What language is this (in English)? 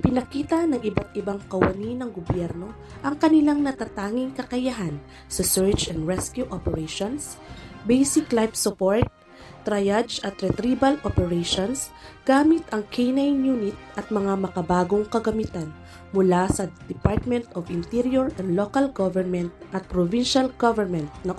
Filipino